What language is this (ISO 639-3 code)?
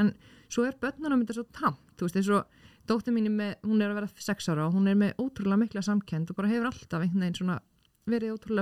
isl